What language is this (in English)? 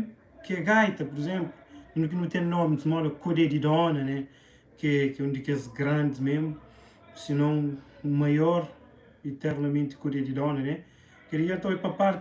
Kabuverdianu